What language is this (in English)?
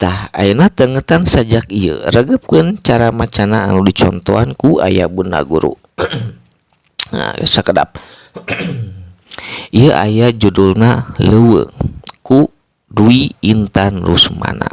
Sundanese